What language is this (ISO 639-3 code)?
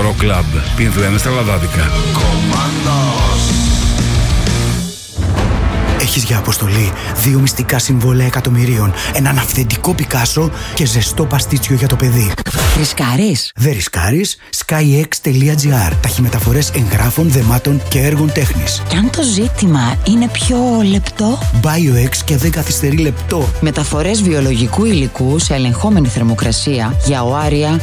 ell